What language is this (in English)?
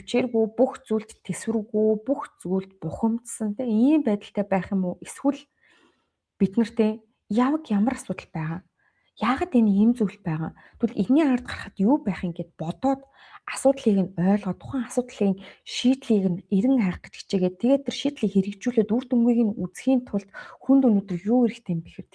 Mongolian